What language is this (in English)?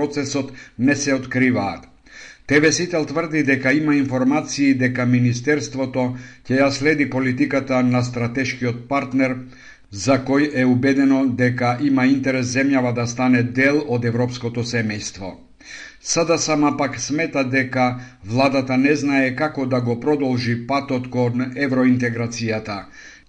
Macedonian